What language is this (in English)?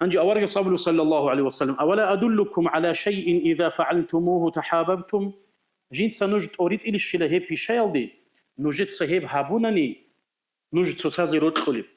Avaric